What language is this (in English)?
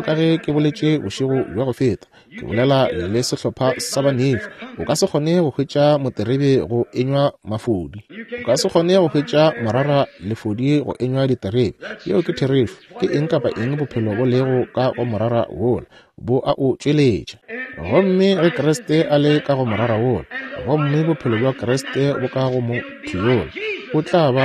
Northern Sotho